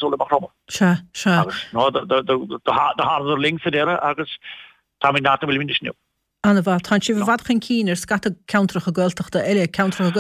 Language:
Irish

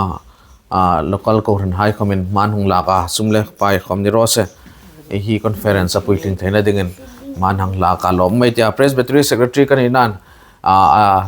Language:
Hmar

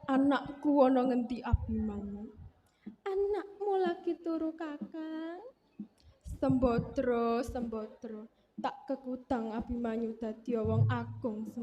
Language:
Javanese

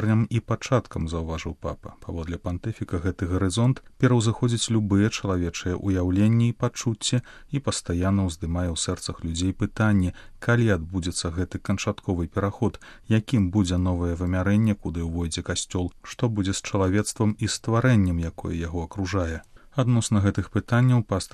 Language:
Belarusian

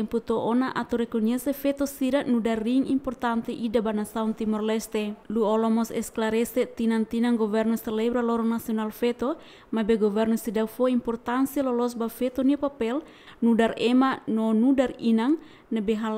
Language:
Tetum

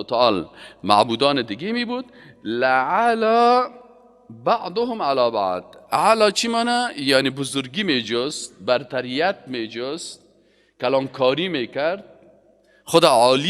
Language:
Persian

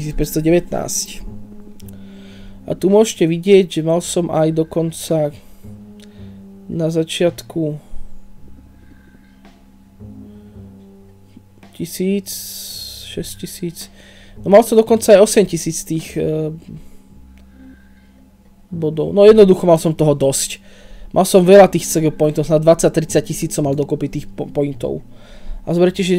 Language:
Slovak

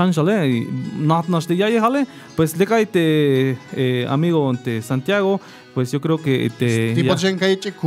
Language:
Tzeltal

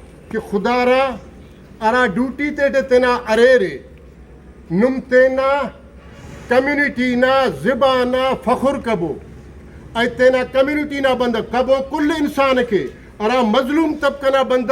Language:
Brahui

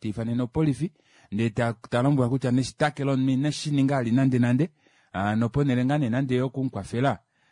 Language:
Kuanyama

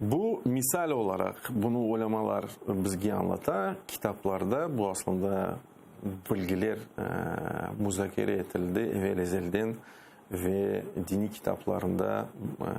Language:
Crimean Tatar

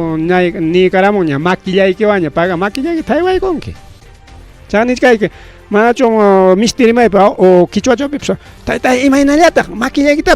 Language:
Ayacucho Quechua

